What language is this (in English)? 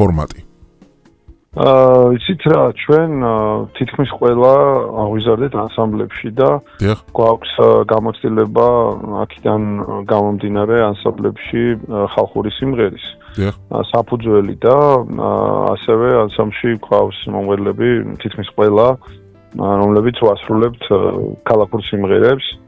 Georgian